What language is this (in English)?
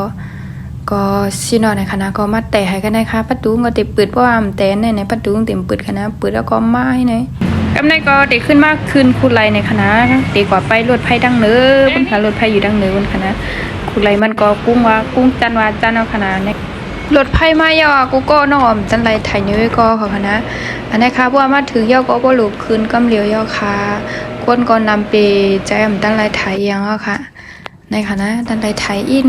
Shan